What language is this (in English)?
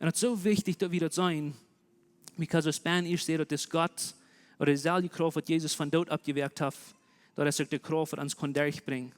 Plautdietsch